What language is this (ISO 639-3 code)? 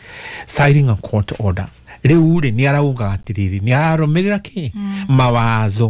kik